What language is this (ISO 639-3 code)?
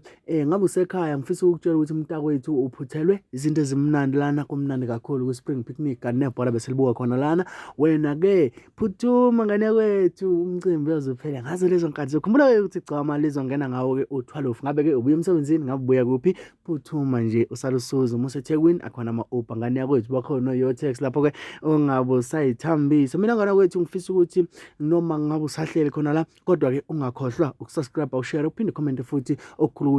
zul